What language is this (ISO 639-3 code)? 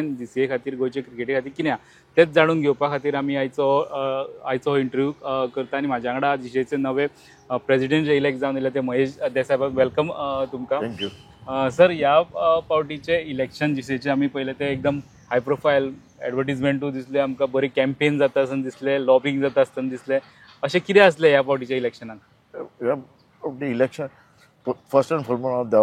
kok